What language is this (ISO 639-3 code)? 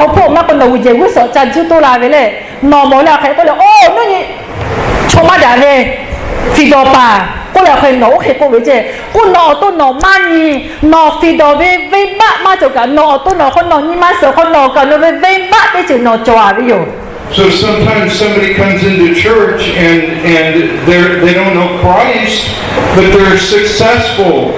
lhu